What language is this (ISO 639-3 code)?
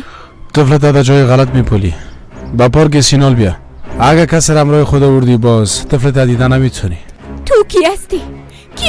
fas